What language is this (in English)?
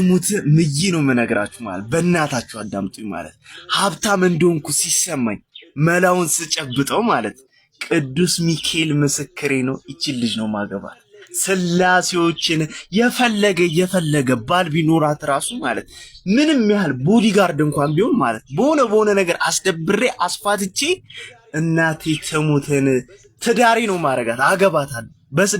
Amharic